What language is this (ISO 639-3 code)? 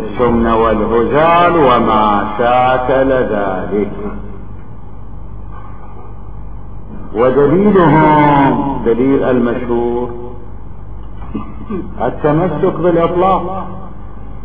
ara